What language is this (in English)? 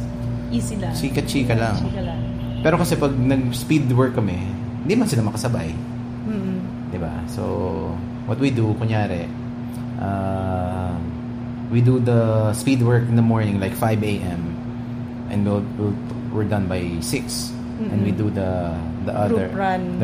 Filipino